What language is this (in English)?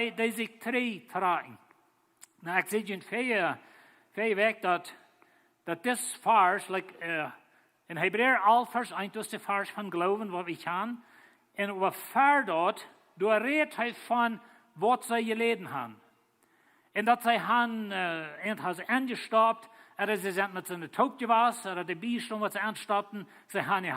Plautdietsch